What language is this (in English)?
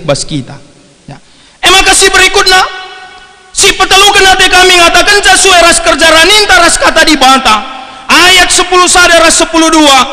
Batak Karo